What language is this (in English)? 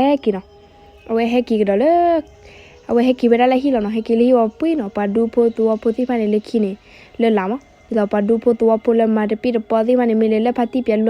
S'gaw Karen